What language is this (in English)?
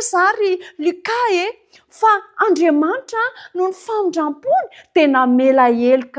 Malagasy